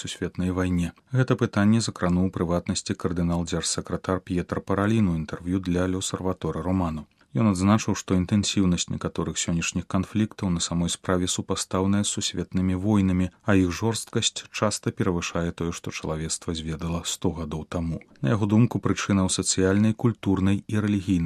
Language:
Belarusian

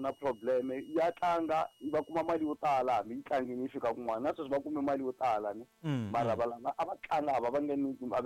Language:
Tsonga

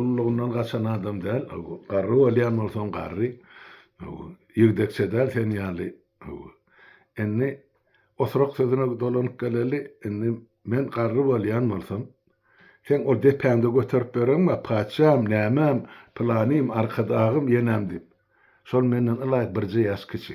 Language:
Turkmen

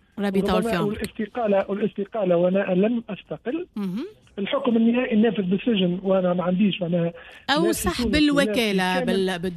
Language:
Tunisian Arabic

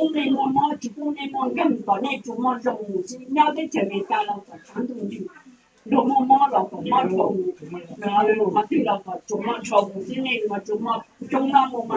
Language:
Hmong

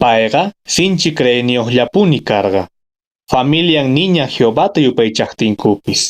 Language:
Quechua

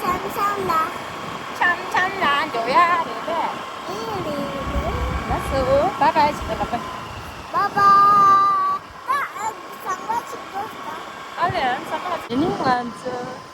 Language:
Tibetan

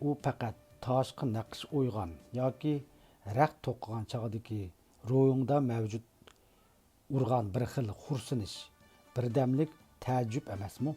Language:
Uyghur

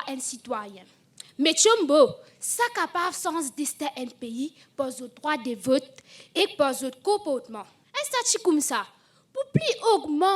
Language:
Morisyen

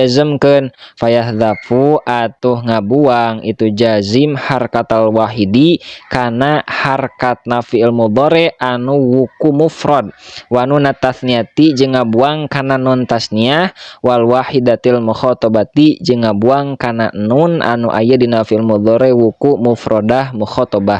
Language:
Sundanese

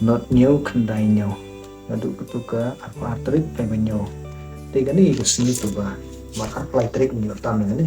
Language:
Khasi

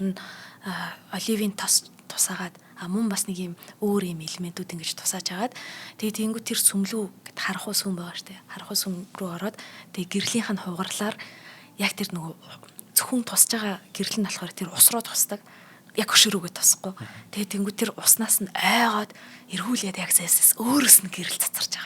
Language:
Mongolian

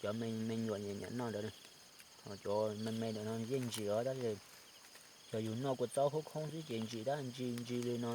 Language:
Hmong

